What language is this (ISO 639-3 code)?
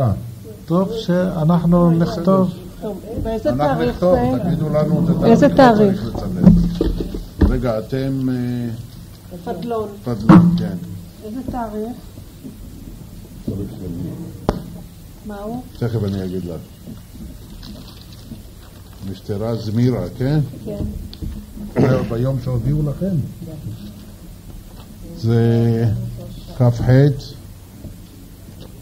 heb